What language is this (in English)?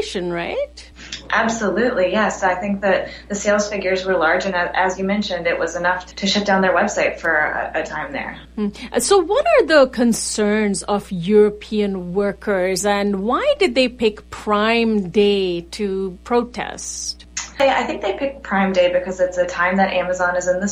English